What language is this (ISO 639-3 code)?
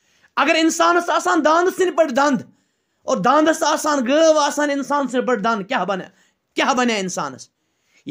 kas